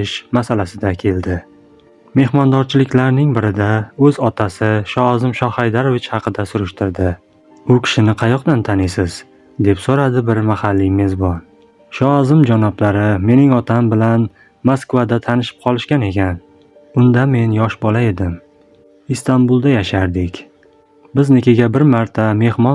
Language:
Uzbek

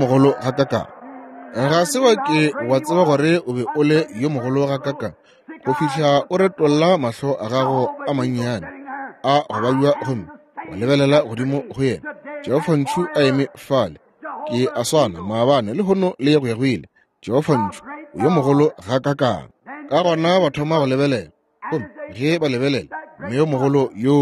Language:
Northern Sotho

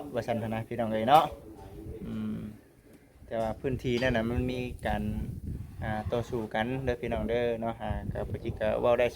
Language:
Lao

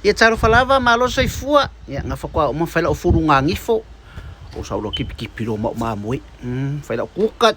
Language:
Samoan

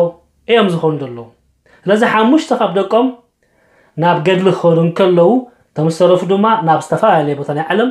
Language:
Tigrinya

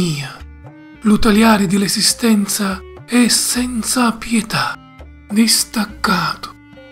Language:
Sicilian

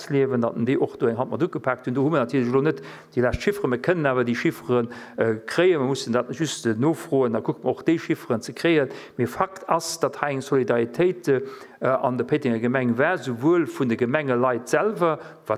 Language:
Luxembourgish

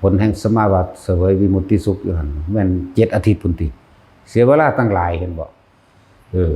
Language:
Northeastern Thai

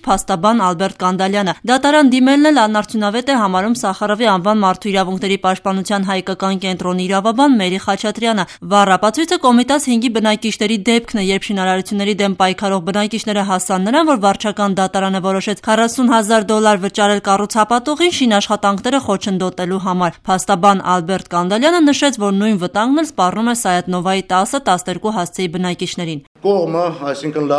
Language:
Armenian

